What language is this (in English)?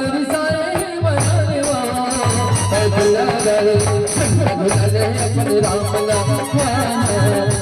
Chhattisgarhi